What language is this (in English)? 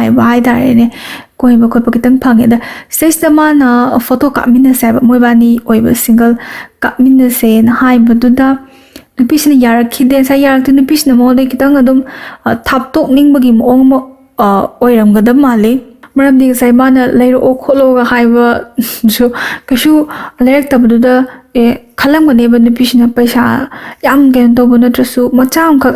Manipuri